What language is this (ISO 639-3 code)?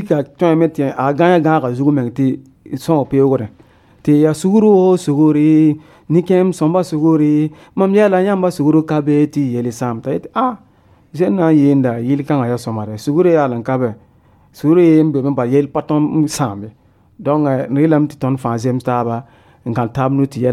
mos